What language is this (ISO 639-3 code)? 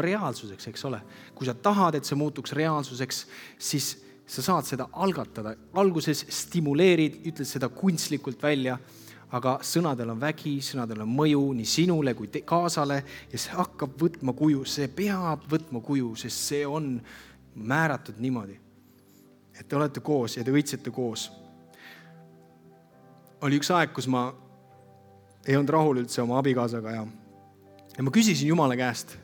est